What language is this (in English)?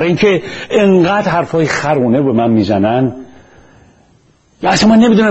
Persian